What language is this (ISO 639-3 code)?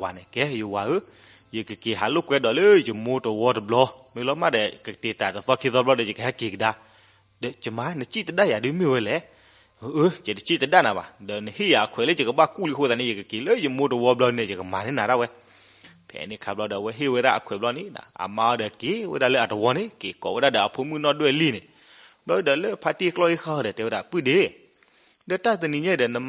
ksw